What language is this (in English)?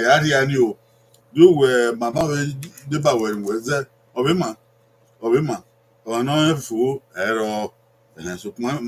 Bini